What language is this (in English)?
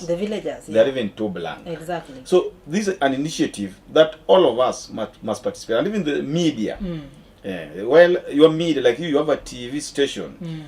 Luo (Kenya and Tanzania)